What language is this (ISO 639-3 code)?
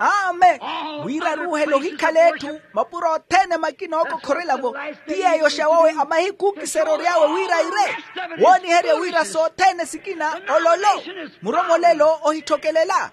vmw